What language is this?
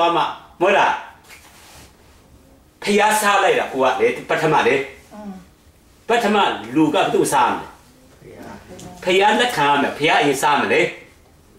Burmese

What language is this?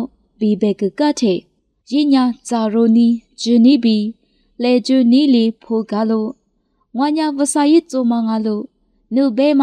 Lisu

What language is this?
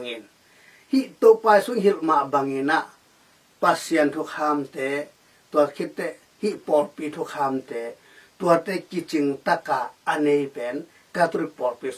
Tedim Chin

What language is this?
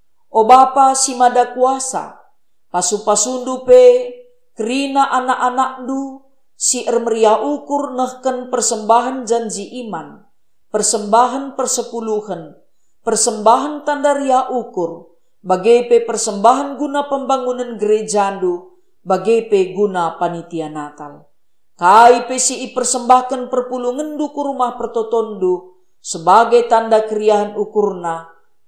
Batak Karo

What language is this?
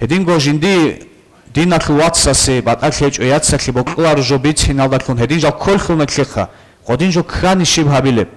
Avaric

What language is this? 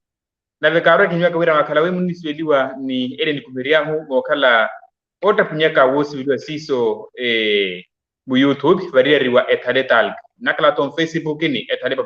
Makhuwa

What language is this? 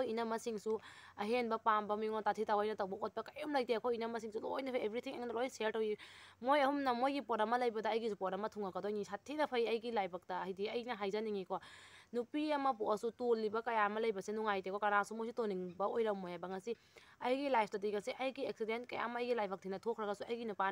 Manipuri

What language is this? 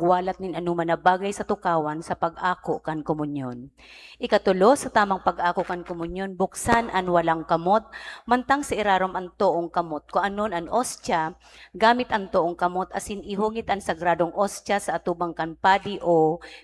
Bikol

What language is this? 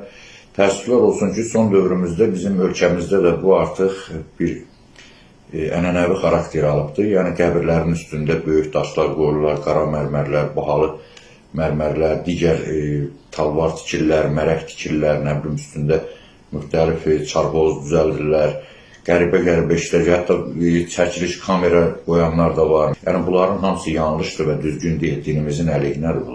Azerbaijani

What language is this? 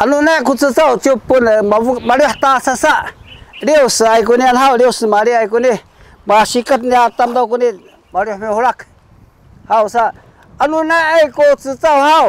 Sakizaya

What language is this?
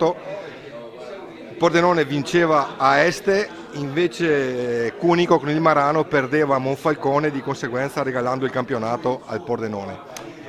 Italian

